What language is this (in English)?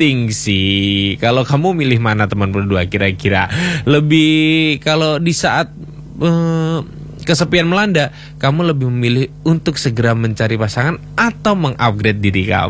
Indonesian